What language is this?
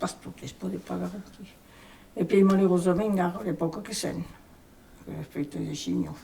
Occitan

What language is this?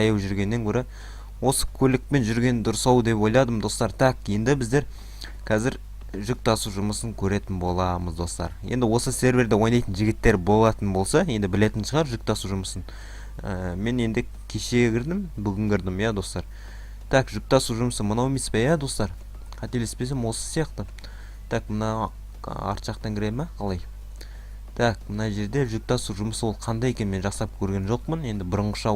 Kazakh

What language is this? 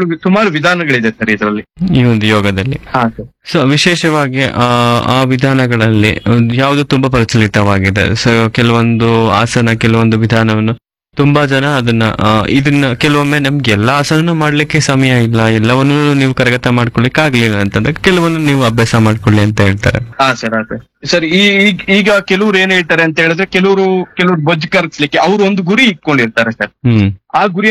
Kannada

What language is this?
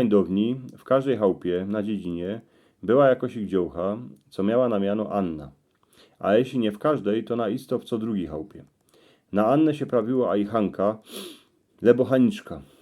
Silesian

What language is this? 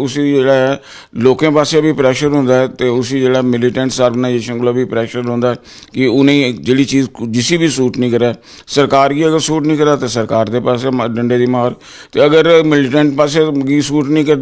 Dogri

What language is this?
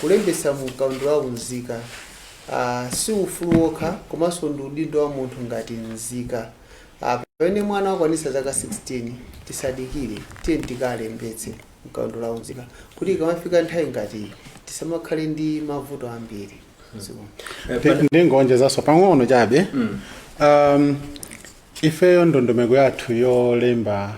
Nyanja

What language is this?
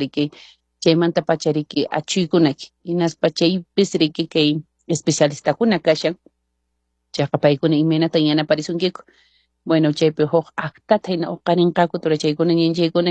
Quechua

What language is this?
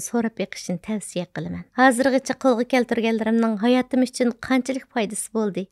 Uyghur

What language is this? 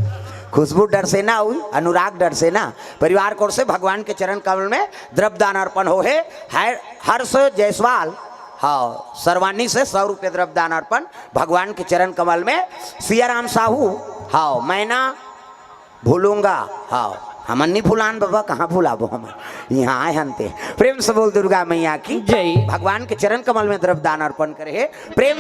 Chhattisgarhi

